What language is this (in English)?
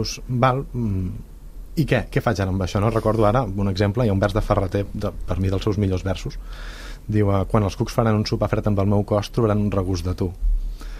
Catalan